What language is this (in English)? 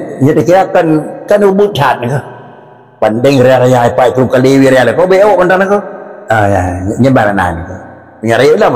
Achinese